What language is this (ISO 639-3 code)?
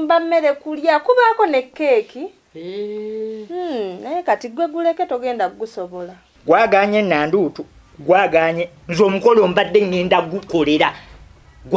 lug